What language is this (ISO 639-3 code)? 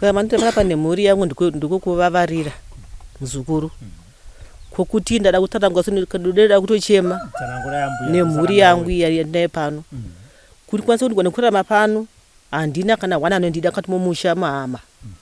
sna